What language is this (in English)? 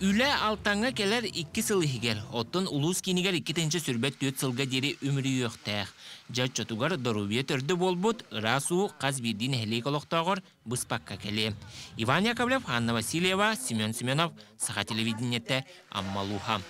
Yakut